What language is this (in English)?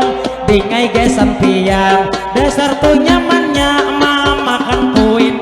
Banjar